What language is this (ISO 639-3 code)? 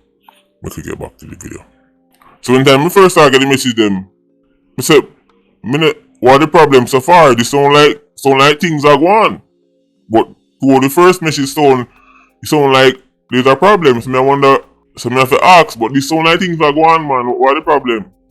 jam